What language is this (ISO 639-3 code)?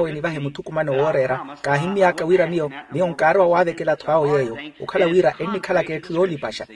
vmw